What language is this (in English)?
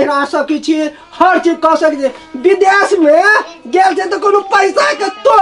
Maithili